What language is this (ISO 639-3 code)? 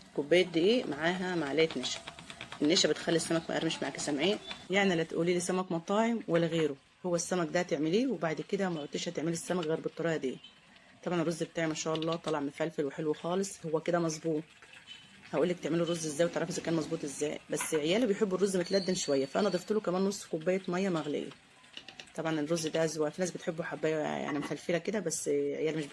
arz